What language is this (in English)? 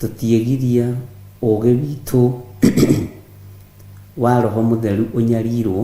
Kikuyu